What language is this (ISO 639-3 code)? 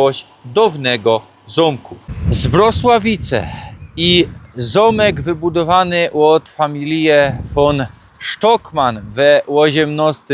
szl